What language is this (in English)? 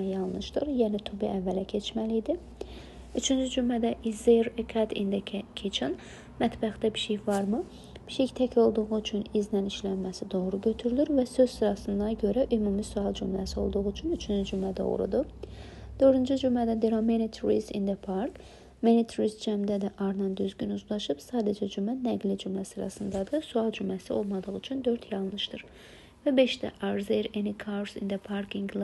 Azerbaijani